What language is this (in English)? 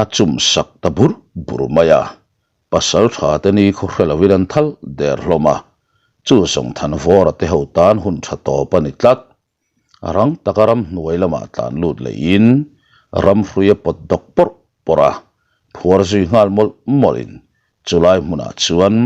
Mizo